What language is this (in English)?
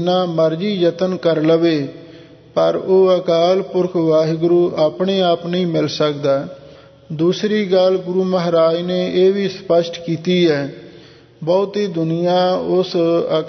Punjabi